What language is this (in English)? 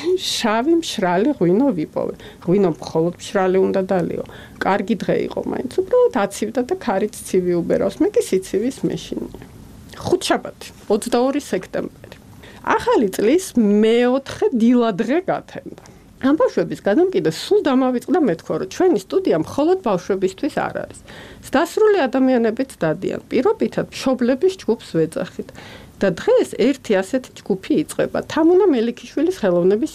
Georgian